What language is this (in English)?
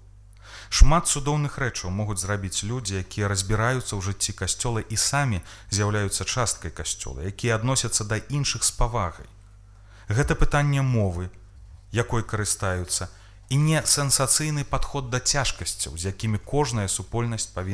Belarusian